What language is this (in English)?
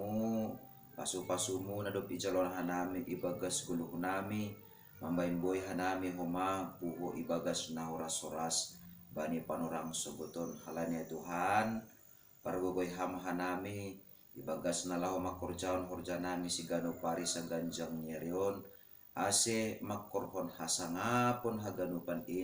Batak Simalungun